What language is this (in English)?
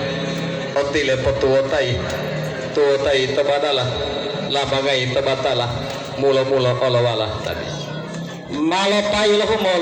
Gorontalo